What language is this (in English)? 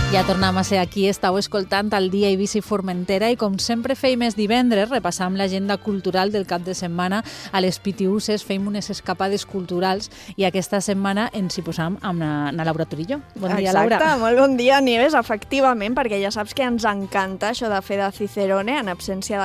Catalan